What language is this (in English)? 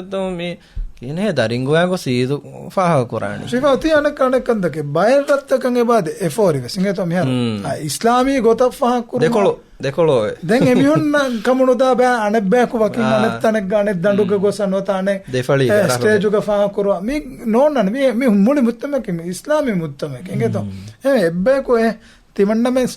Divehi